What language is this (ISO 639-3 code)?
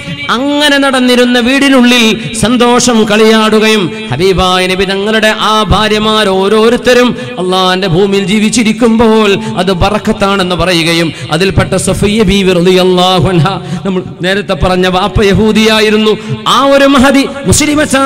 mal